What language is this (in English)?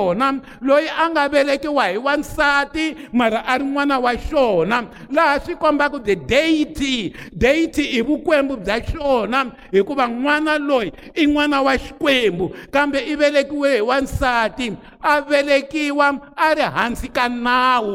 Tsonga